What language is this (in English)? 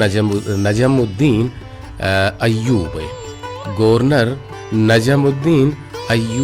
Baluchi